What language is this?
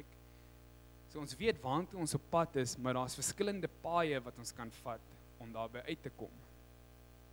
Afrikaans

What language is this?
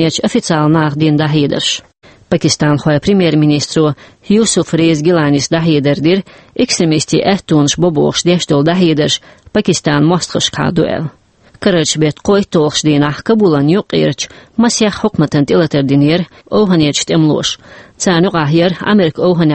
Chechen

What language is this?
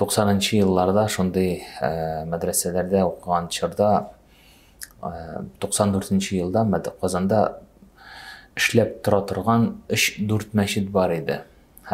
Tatar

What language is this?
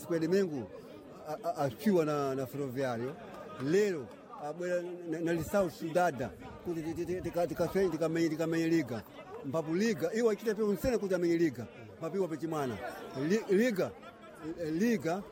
Sena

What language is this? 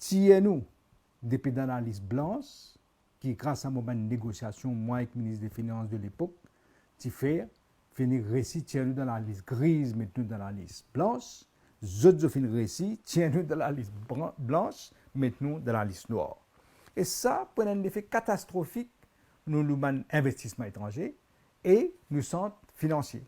Morisyen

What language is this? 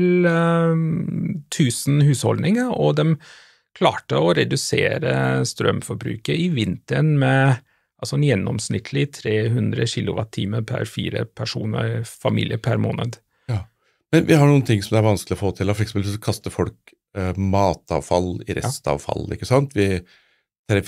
Norwegian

